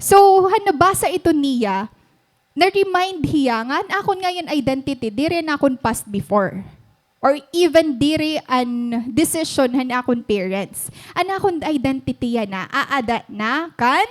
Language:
Waray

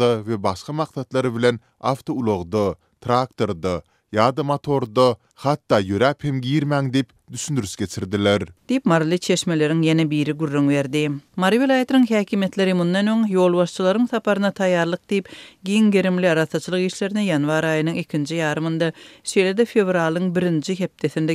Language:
Turkmen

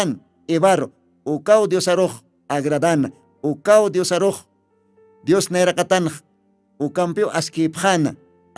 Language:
Aymara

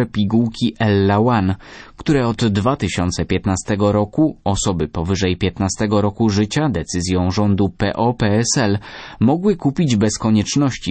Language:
Polish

